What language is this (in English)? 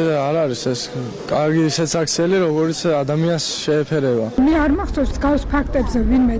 Georgian